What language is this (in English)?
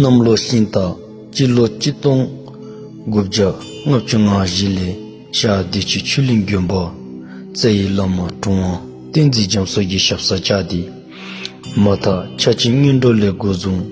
Dzongkha